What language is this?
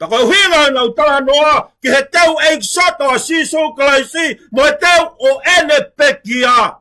Tongan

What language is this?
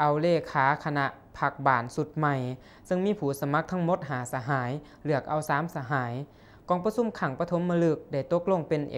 Lao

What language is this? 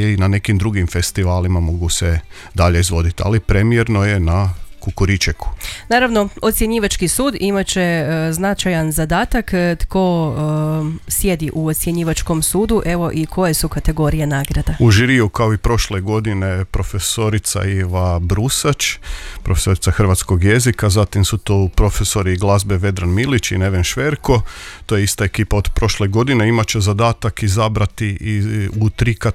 Croatian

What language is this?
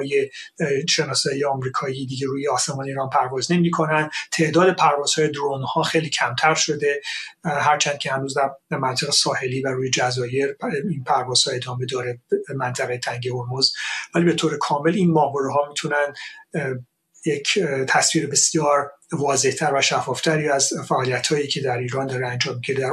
Persian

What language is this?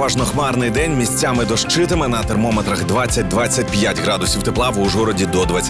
Ukrainian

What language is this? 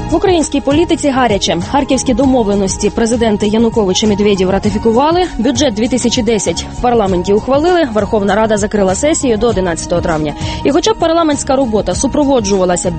Ukrainian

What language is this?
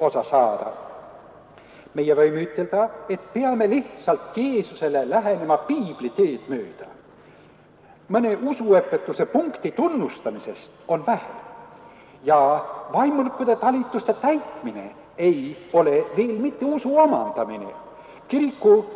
Estonian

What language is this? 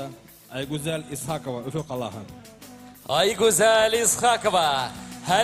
Bashkir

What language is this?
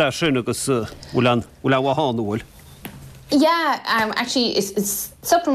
Irish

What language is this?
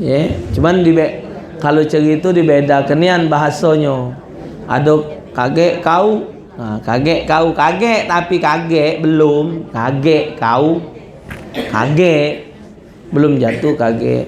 Musi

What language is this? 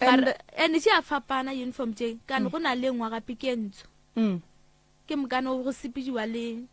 Northern Sotho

